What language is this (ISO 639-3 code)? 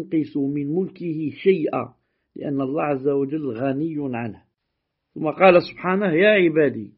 ara